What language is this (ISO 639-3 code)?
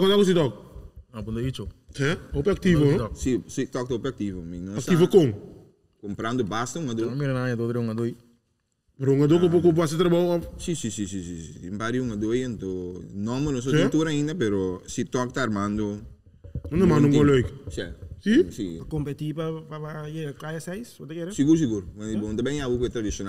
pap